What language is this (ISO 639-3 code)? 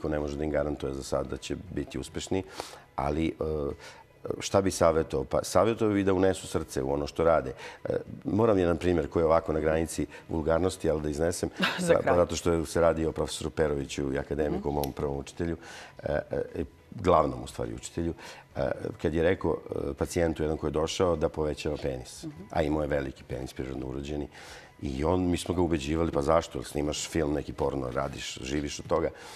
srp